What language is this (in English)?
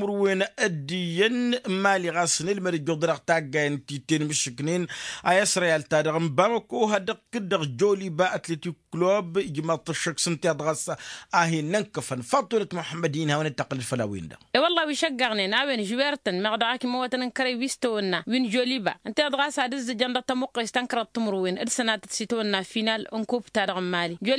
Tamasheq